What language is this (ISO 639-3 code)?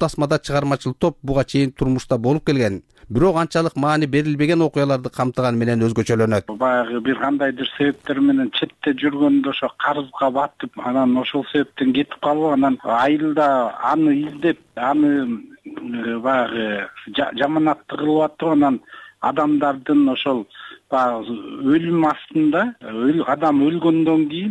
kir